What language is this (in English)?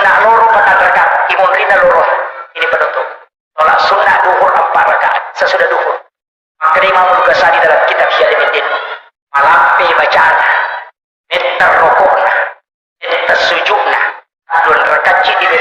Buginese